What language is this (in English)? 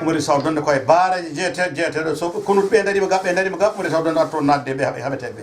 Fula